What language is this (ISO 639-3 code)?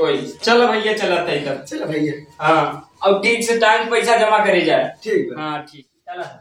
awa